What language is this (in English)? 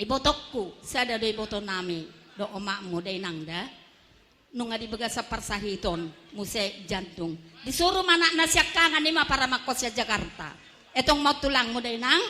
Batak Toba